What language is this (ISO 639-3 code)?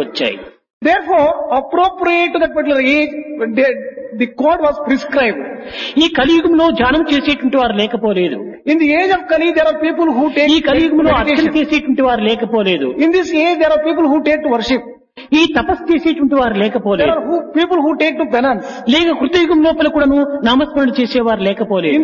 tel